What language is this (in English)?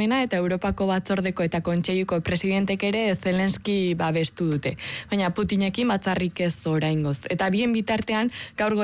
Basque